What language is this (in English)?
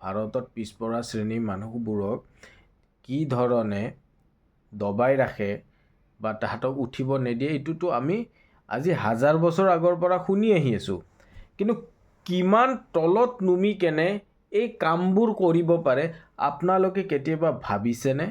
Assamese